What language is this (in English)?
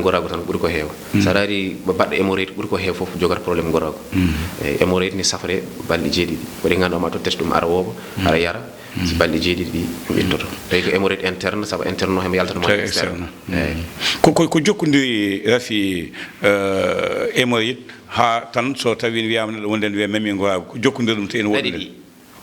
Fula